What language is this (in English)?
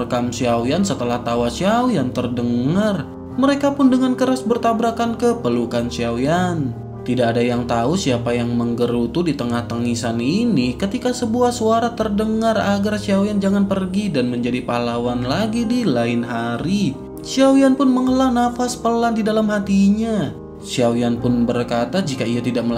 Indonesian